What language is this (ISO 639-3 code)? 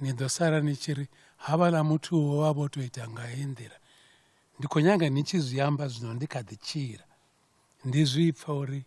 ven